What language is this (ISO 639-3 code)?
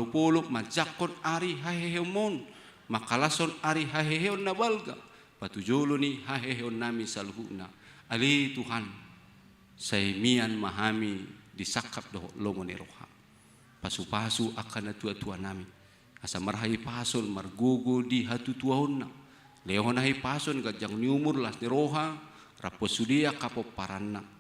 bbc